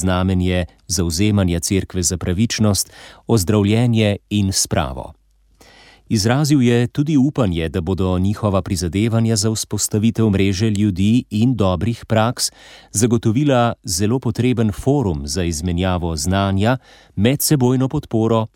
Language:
Slovenian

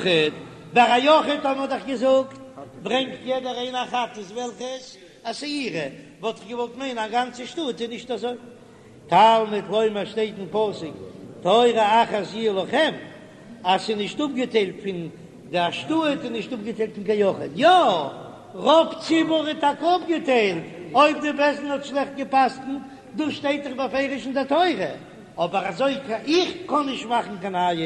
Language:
Yiddish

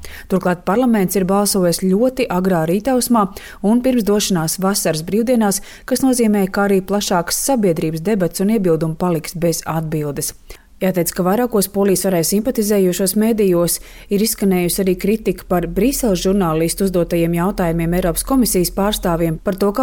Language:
Latvian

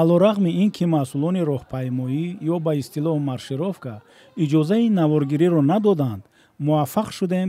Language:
Tajik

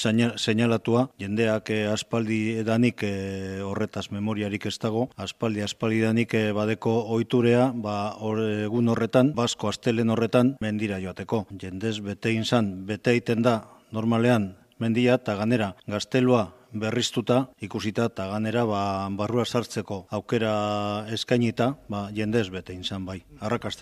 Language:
Basque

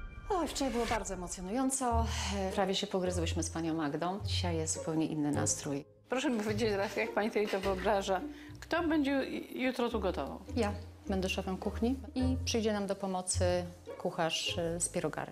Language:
Polish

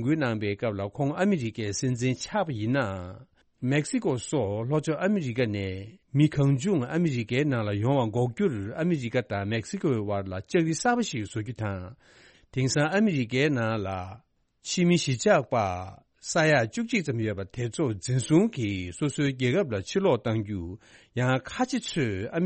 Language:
Tibetan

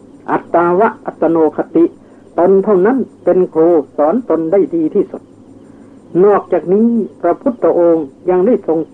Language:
Thai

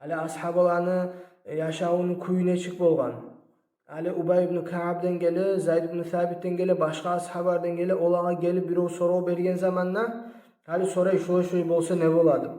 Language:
Kumyk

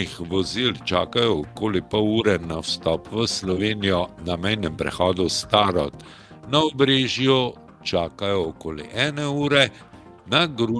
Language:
Slovenian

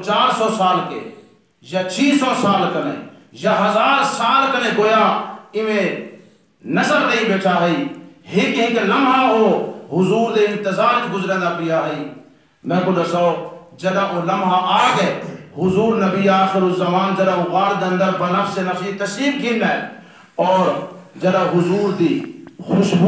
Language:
Saraiki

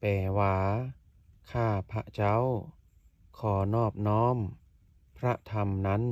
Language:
Lao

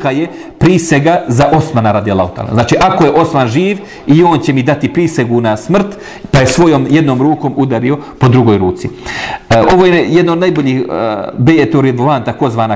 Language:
Bosnian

